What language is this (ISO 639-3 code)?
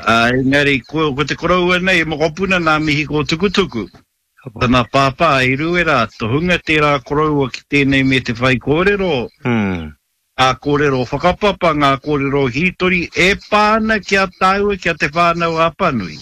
mri